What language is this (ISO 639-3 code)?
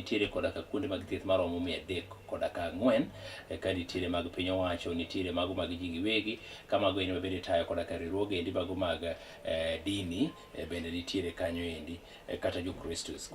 luo